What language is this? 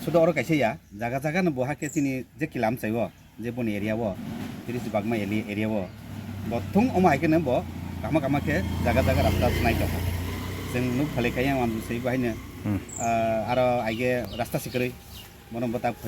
Kok Borok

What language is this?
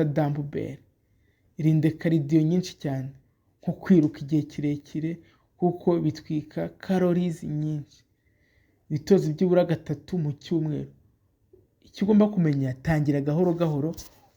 Kinyarwanda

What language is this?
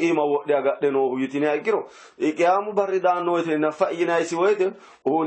Sidamo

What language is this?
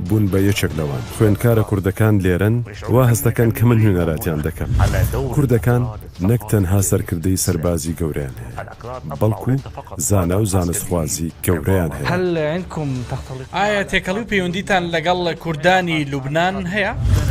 Kurdish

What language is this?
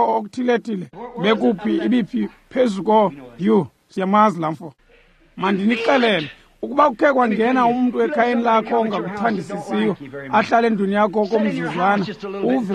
Xhosa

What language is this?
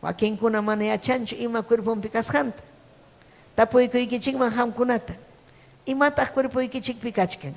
Ayacucho Quechua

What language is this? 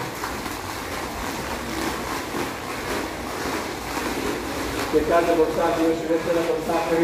Greek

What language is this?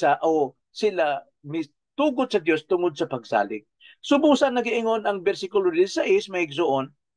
Cebuano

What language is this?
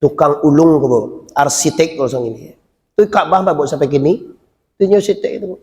Minangkabau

